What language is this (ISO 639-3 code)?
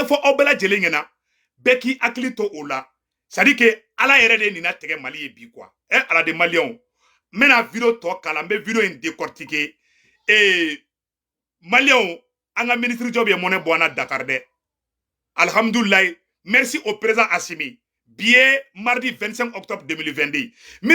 bam